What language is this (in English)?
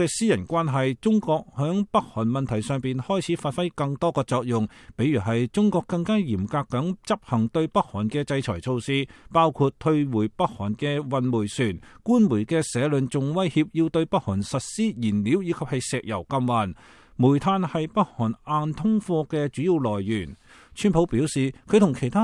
Cantonese